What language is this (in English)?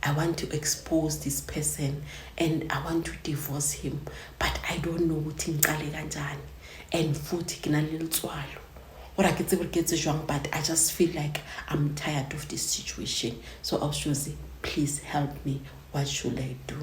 Zulu